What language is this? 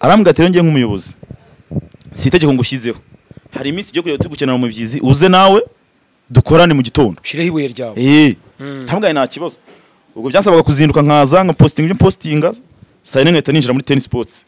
Kinyarwanda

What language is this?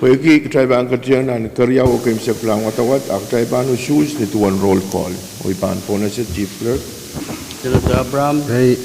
Pohnpeian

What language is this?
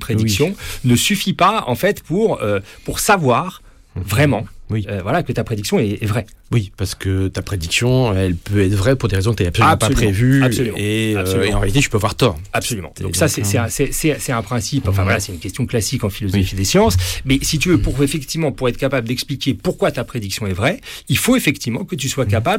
French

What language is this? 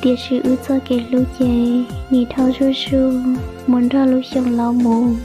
Hmong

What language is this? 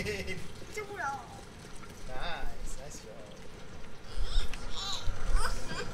Malay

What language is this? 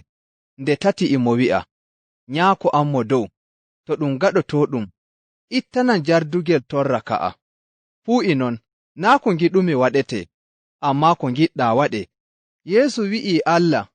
Nigerian Fulfulde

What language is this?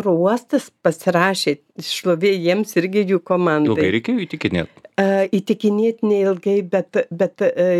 Lithuanian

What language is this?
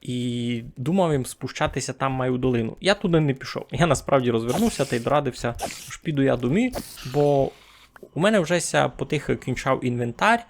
Rusyn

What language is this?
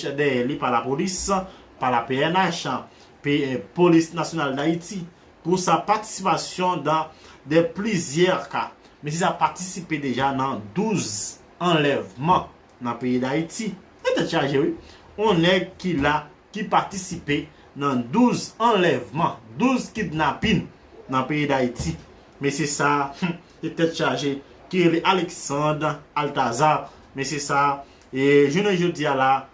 Haitian Creole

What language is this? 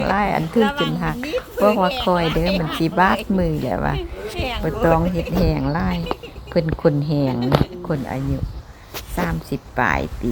Lao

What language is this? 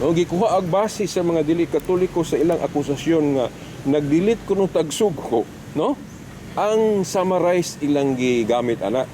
Cebuano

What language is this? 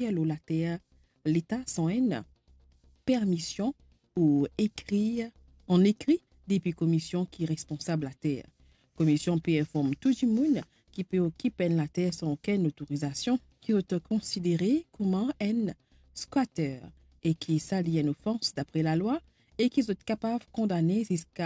Morisyen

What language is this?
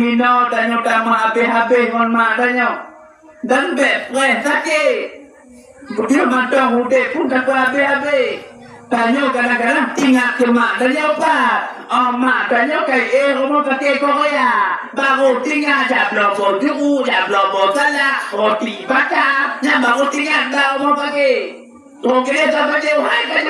Achinese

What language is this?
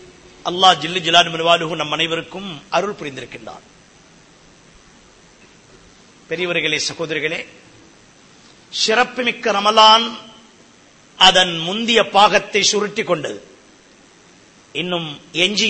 Tamil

